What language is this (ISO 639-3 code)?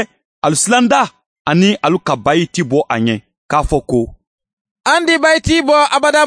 man